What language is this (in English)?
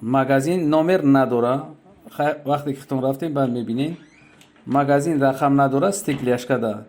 Tajik